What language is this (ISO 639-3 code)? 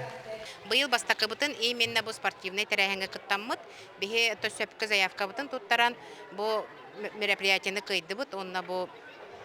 sah